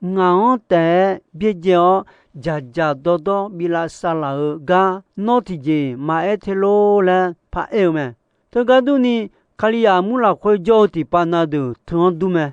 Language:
Akha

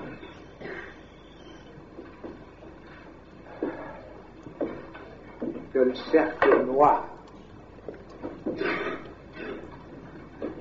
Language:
French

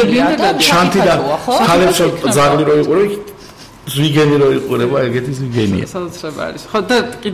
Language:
Georgian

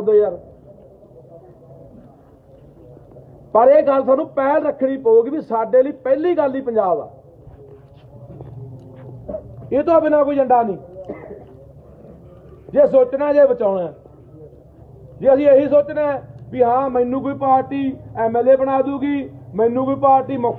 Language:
Punjabi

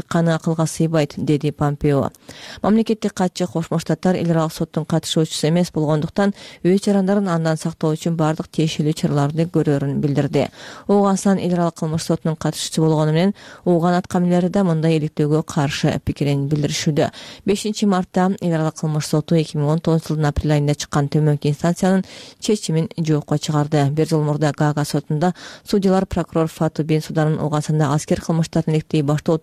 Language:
Kyrgyz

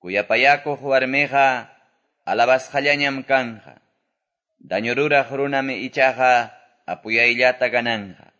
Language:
Quechua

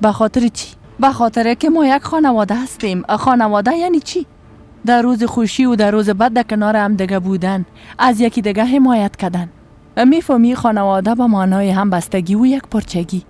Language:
Persian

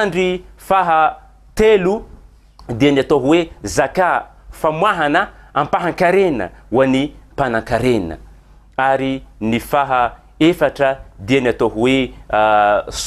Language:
Malagasy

